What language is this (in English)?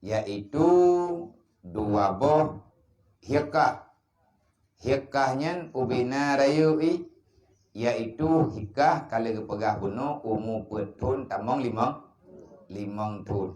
Achinese